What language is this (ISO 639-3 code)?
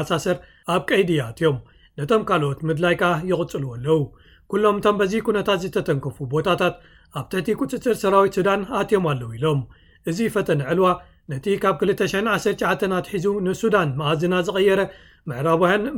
tir